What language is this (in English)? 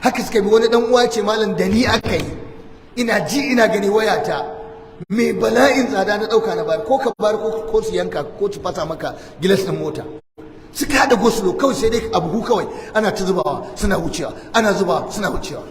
Hausa